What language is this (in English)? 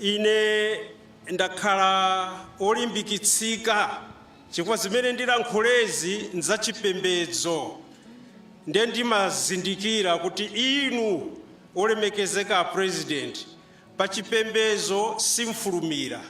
Nyanja